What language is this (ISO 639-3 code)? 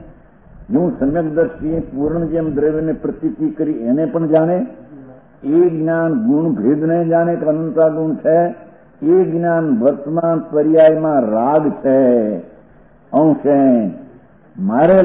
guj